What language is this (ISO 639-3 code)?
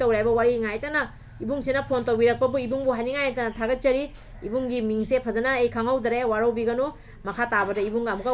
mni